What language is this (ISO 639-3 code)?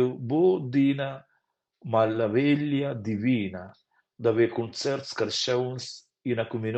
roh